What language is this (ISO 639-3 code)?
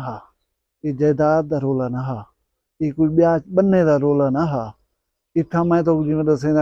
skr